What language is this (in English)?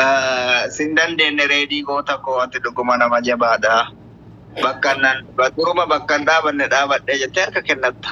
Oromo